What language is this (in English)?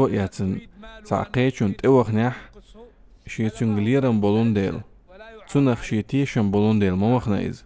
Chechen